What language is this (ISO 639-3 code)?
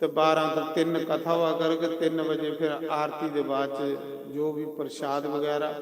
doi